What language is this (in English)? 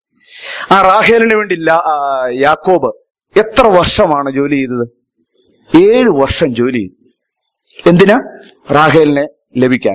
Malayalam